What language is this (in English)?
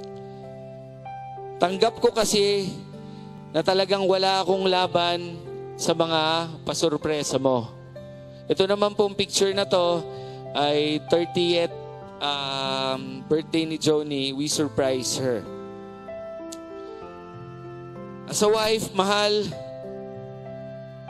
Filipino